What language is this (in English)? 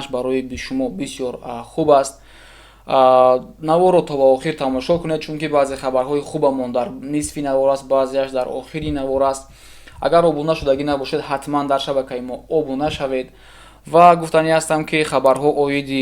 Tajik